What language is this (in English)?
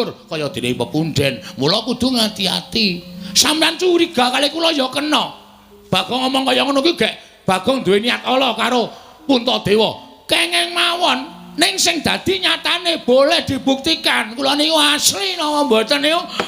Javanese